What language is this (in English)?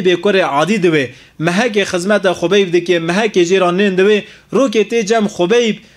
Kurdish